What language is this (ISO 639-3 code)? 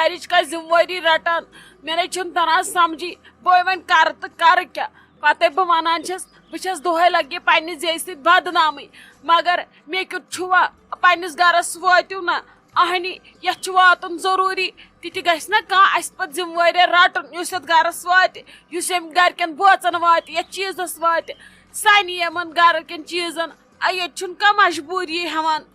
kas